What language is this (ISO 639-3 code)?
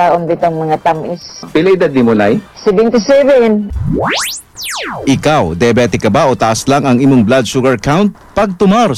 ceb